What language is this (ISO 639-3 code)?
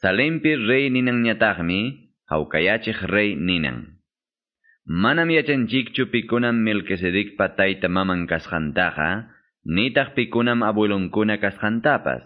que